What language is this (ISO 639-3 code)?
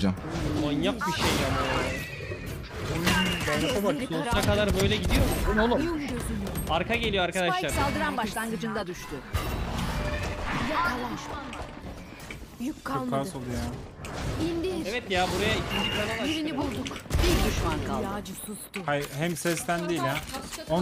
tur